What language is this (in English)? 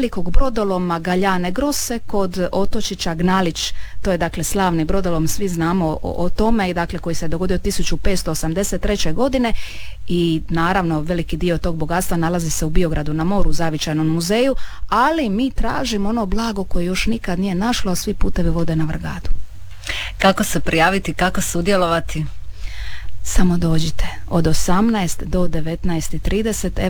Croatian